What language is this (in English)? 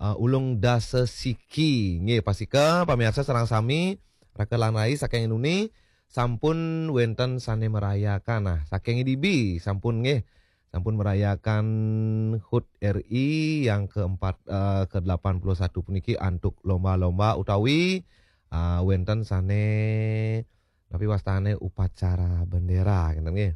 Balinese